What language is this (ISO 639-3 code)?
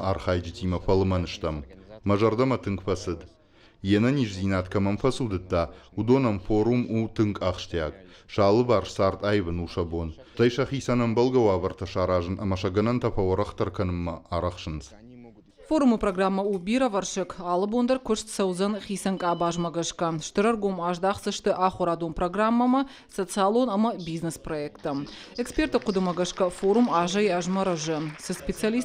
oss